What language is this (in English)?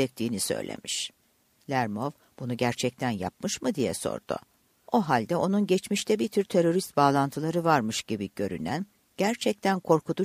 Turkish